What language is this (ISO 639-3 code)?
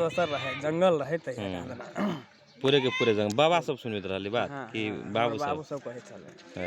mag